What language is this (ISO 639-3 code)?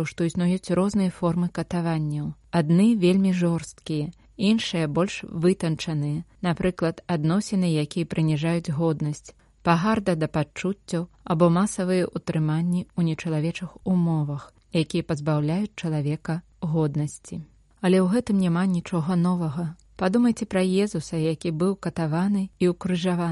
bel